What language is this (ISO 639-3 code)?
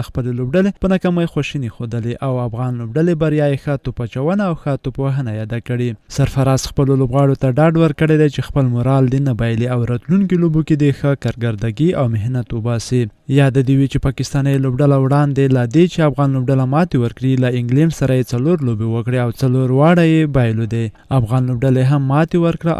pus